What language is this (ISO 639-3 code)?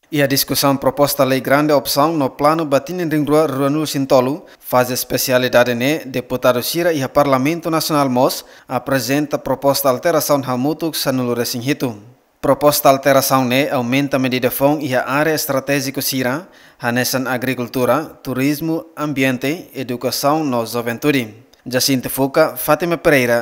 tet